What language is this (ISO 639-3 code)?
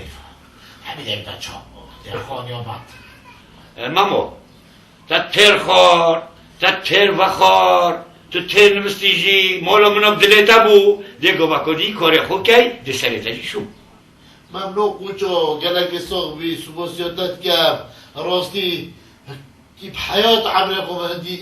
kur